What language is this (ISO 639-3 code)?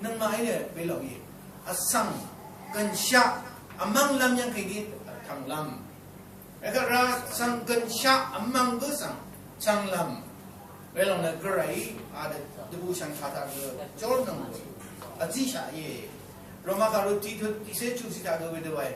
raw